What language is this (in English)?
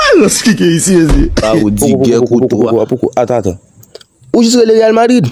Haitian Creole